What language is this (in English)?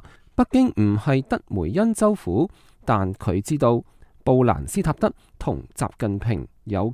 Cantonese